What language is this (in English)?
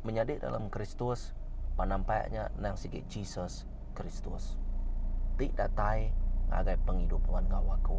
Iban